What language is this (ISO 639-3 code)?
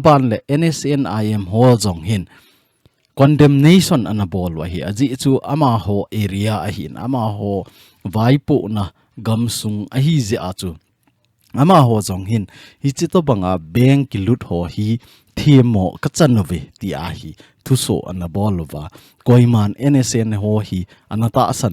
tcz